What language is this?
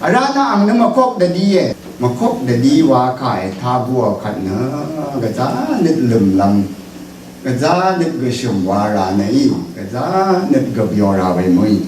Rawang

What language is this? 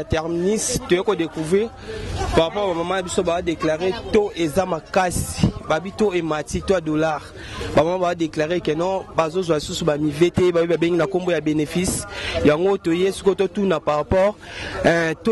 Lingala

